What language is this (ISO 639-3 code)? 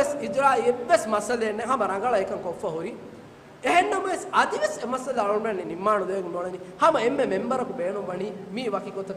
div